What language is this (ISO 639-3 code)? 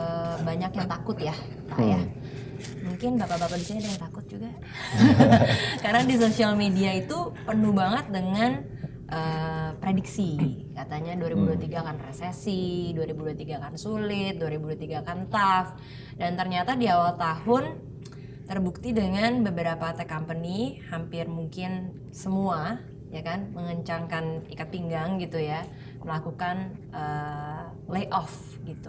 ind